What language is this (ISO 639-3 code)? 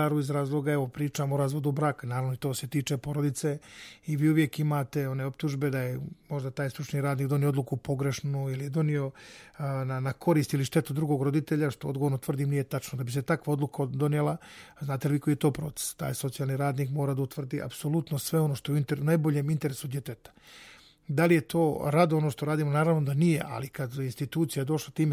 srp